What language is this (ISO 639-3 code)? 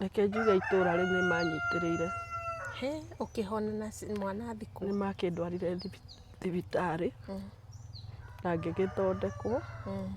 kik